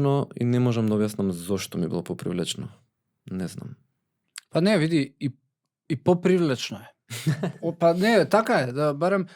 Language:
Macedonian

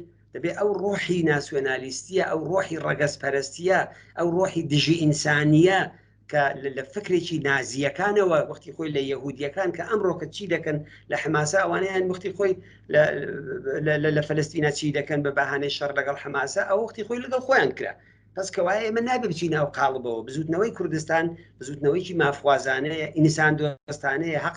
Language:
Central Kurdish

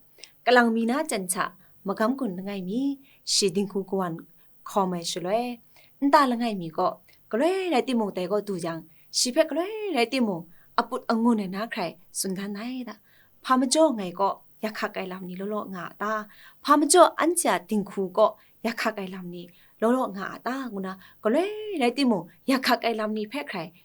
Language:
Kachin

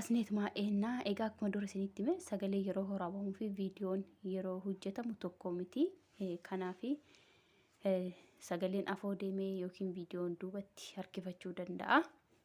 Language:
Oromo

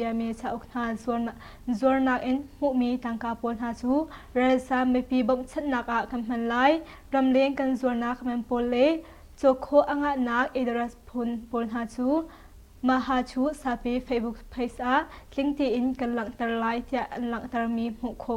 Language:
Hakha Chin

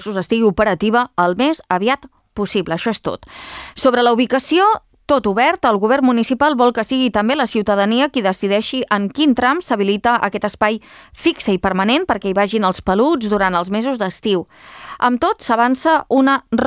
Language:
Catalan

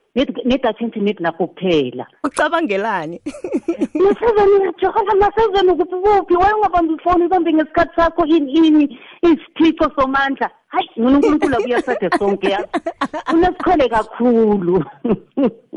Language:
South Ndebele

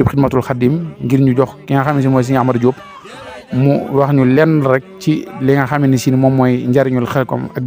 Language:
Wolof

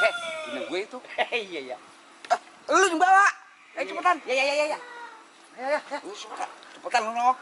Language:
Betawi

